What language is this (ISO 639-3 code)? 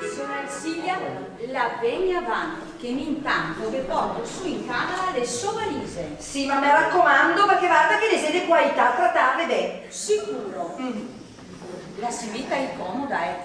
vec